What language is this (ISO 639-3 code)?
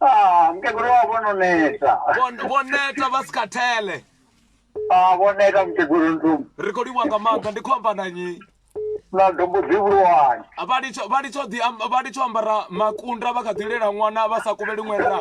ven